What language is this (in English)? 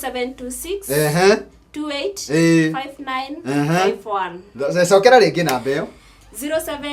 Kikuyu